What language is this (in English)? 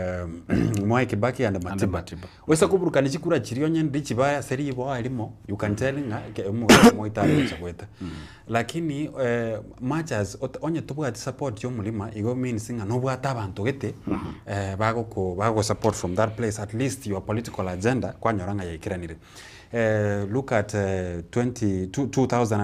Gusii